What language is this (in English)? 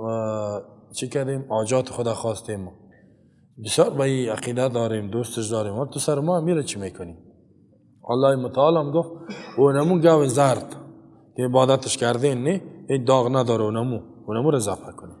Persian